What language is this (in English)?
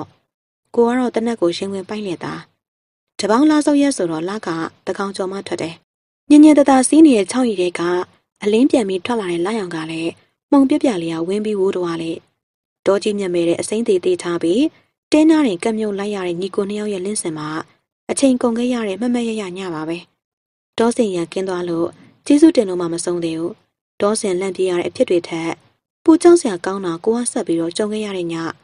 Burmese